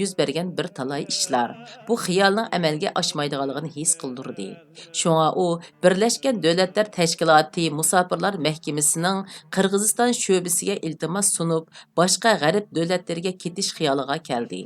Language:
Uyghur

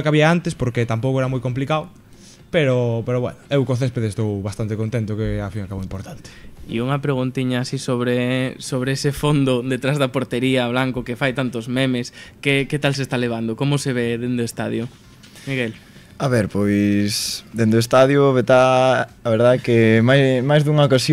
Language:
Galician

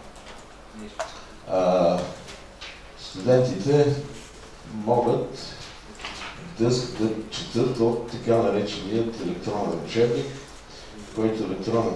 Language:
Bulgarian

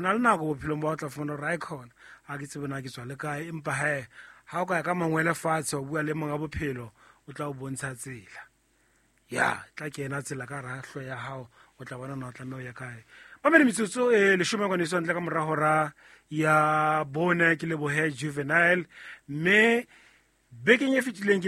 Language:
Southern Sotho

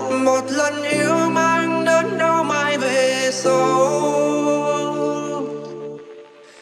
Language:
Vietnamese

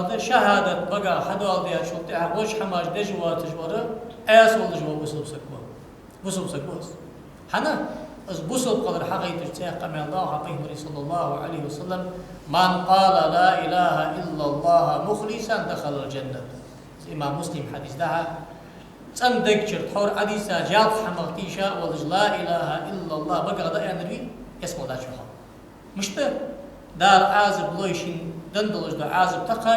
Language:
Ingush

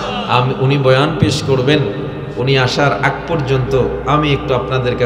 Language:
Bangla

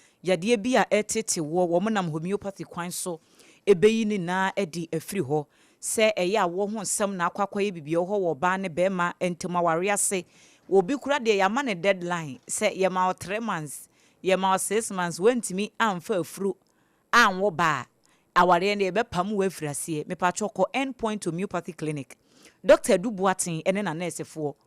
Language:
Akan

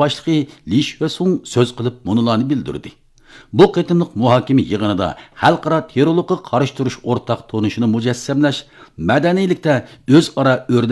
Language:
Uyghur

